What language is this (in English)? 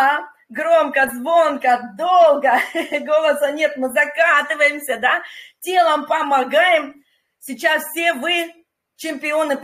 Russian